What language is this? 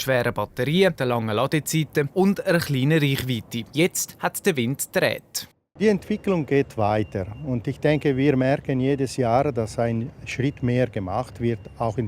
Swiss German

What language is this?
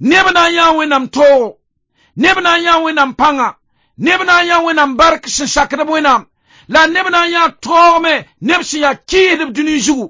Mossi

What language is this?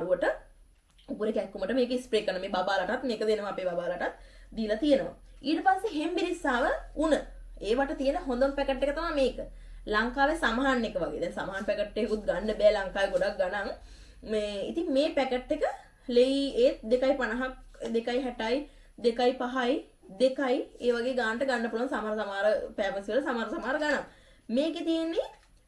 Sinhala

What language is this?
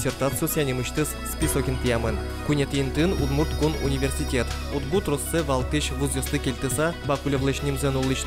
Udmurt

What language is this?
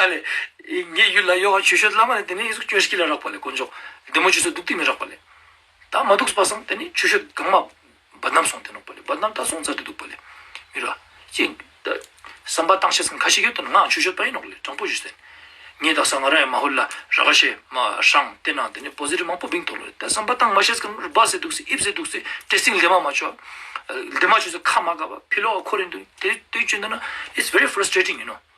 Ladakhi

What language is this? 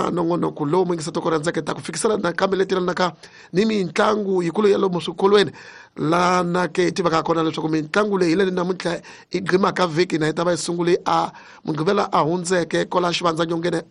Tsonga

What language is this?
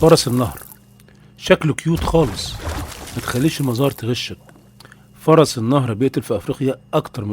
Egyptian Arabic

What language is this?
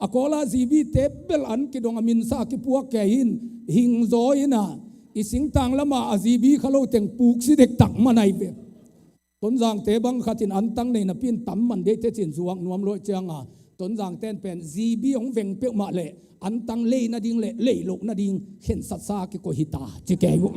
Tedim Chin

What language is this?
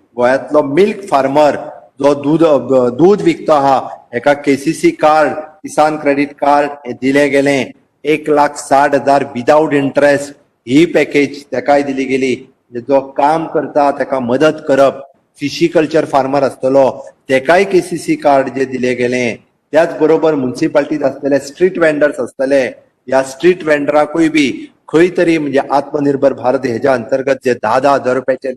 Konkani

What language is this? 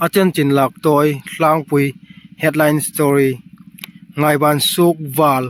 Hmar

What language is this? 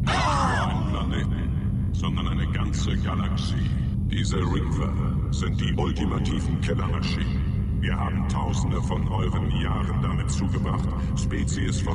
German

